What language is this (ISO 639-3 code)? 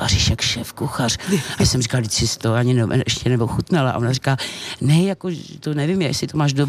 ces